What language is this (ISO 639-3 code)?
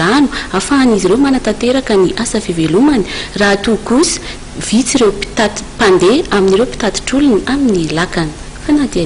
mlg